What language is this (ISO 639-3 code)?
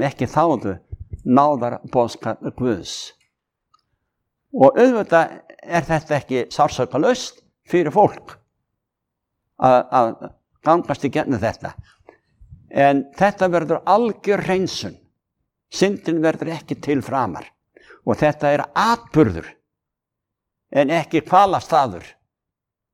isl